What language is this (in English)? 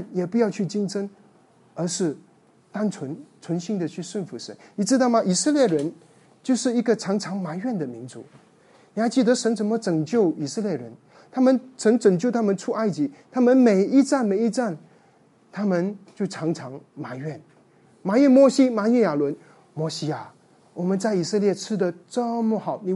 Chinese